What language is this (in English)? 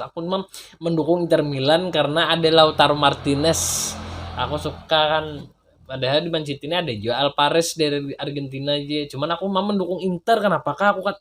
Banjar